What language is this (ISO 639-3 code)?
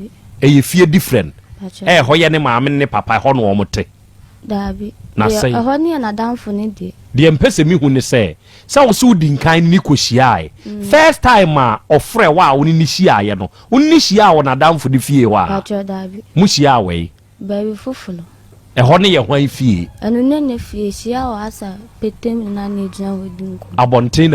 aka